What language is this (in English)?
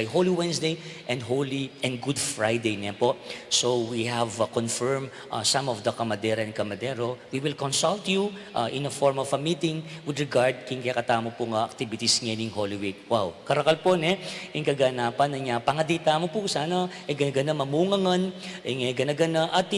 Pampanga